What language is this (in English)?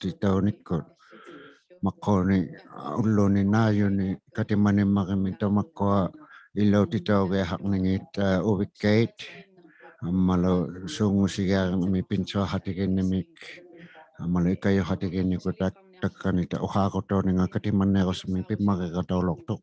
Inuktitut